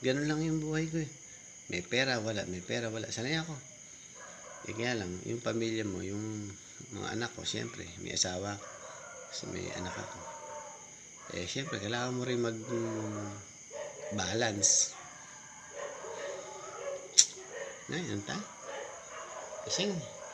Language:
Filipino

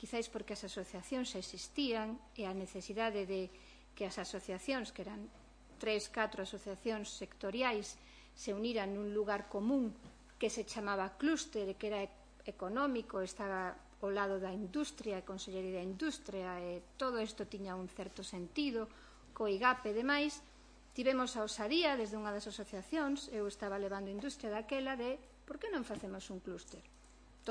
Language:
Galician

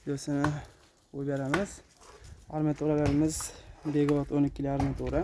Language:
Uzbek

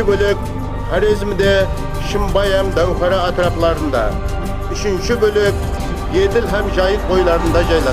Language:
Kara-Kalpak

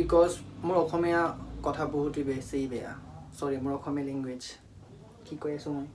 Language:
Assamese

